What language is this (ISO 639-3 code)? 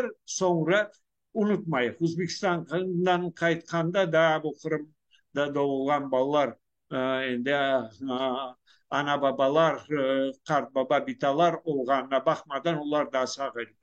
crh